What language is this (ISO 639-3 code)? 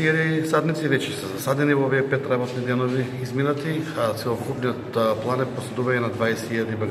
mkd